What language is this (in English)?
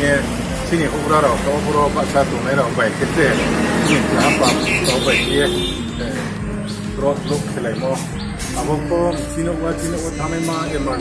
Riang (India)